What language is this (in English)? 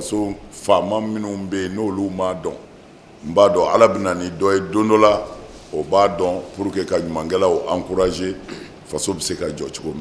Bambara